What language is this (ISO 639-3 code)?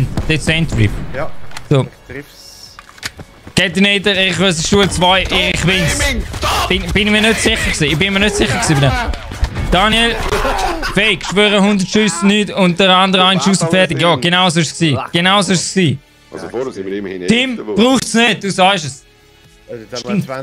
gsw